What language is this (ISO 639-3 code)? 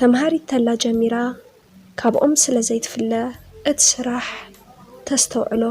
tir